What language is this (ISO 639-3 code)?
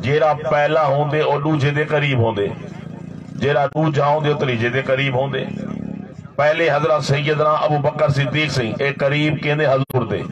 skr